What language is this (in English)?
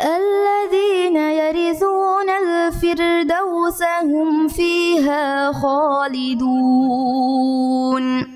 Divehi